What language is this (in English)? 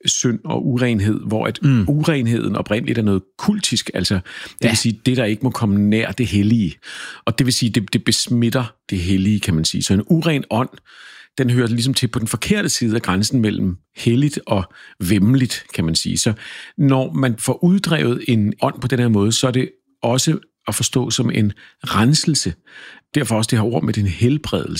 Danish